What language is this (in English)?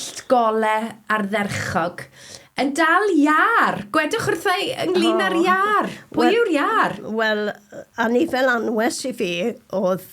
Welsh